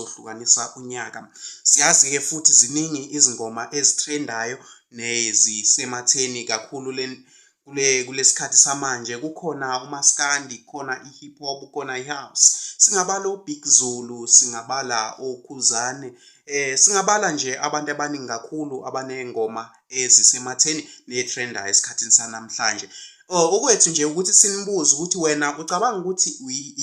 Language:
Zulu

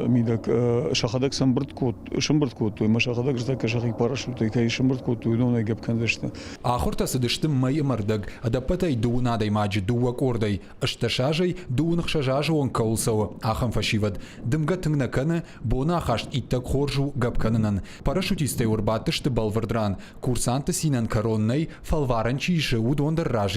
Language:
Ossetic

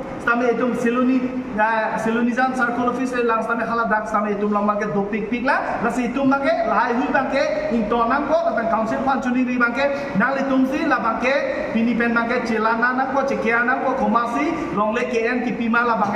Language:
Karbi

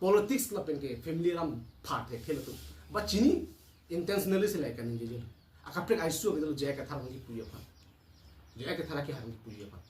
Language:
Karbi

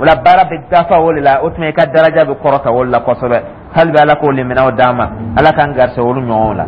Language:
Dyula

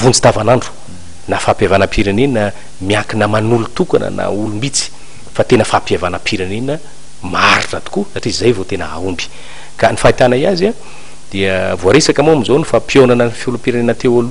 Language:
Malagasy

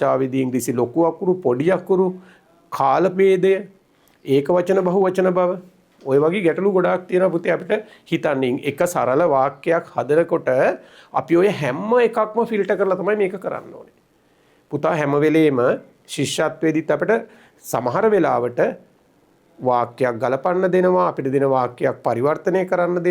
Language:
Sinhala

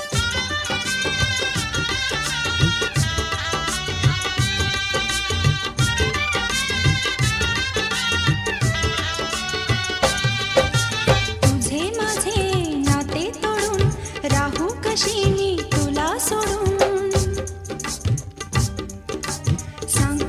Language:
Marathi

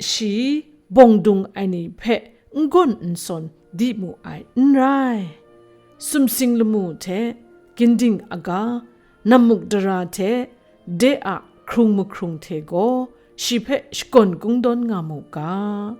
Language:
Kachin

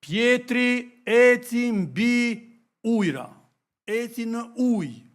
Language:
Albanian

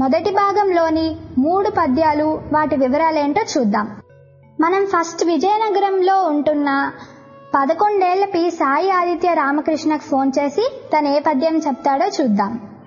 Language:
Telugu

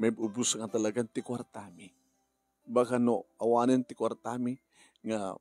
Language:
Iloko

